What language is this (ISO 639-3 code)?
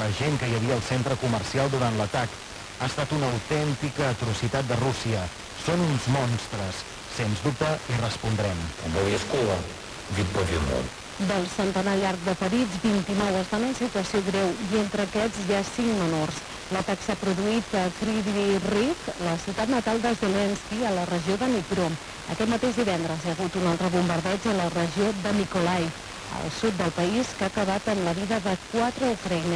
cat